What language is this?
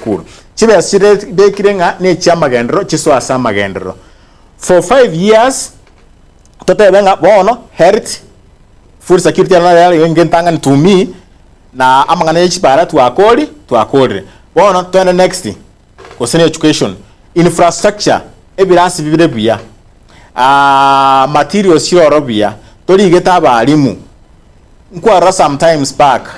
Gusii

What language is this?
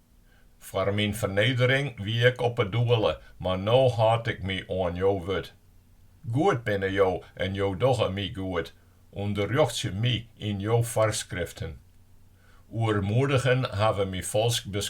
Western Frisian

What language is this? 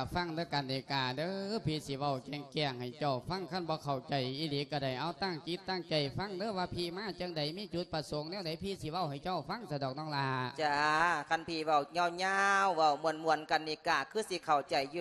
Lao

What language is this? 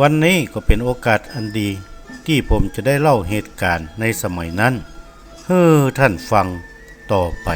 Northern Thai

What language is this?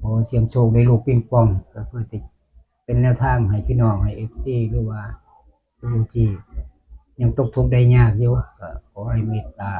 Northeastern Thai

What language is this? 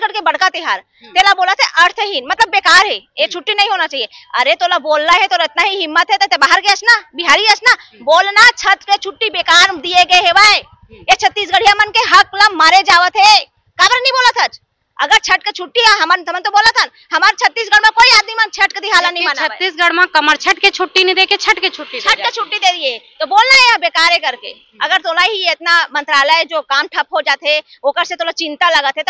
Chhattisgarhi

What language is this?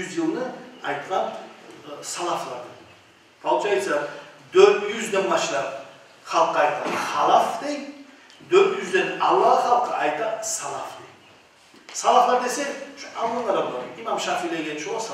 Kumyk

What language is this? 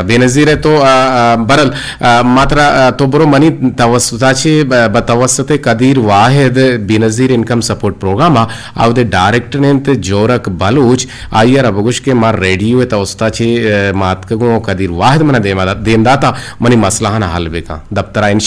Eastern Balochi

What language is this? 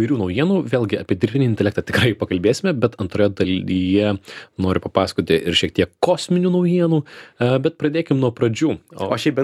Lithuanian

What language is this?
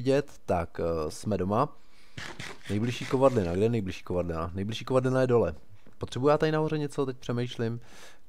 Czech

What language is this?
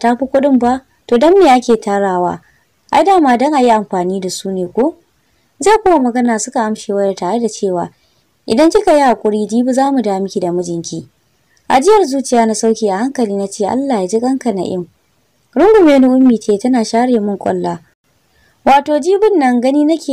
Hausa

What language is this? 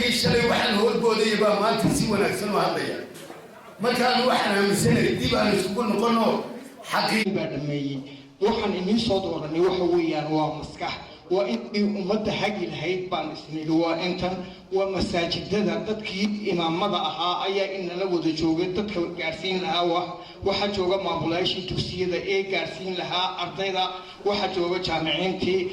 Somali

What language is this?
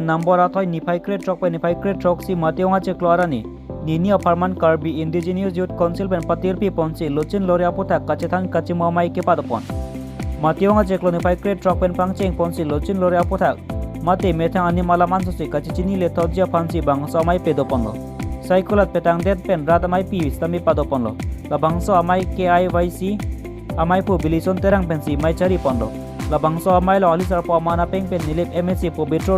Karbi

